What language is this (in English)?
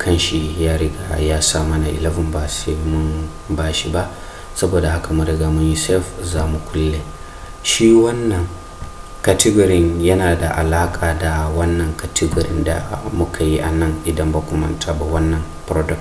Hausa